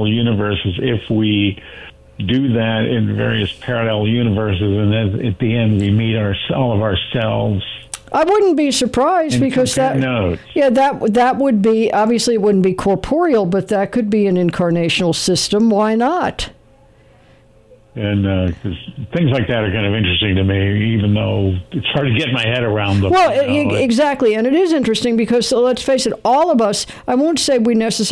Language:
English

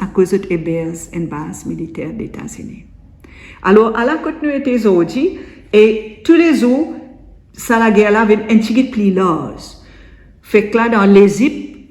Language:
Morisyen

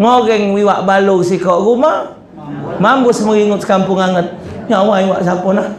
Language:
Musi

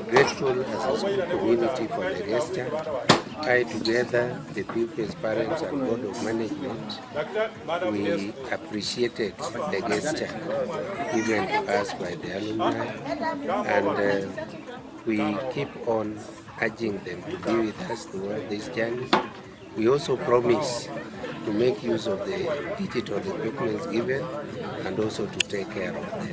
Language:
Gusii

